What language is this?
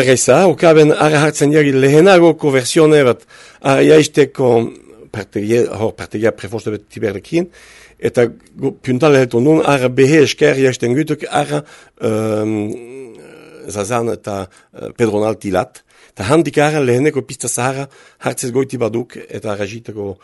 Basque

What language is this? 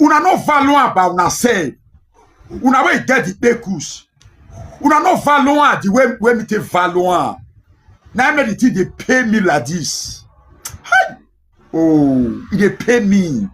Nigerian Pidgin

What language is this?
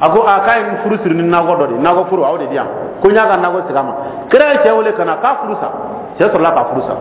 Dyula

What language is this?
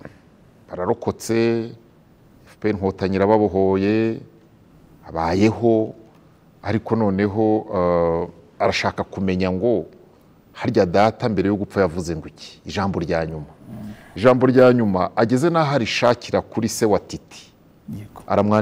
Kinyarwanda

